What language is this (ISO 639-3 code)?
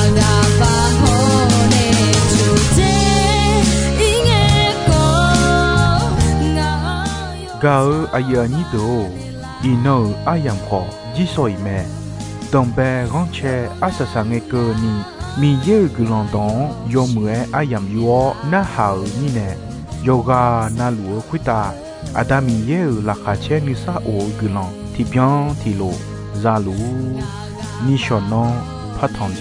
ahk